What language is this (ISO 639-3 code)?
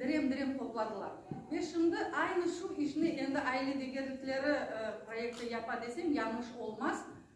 crh